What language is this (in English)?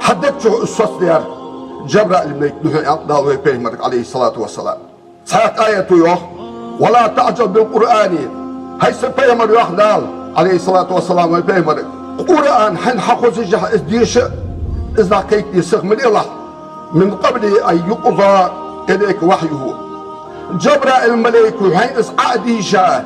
Ingush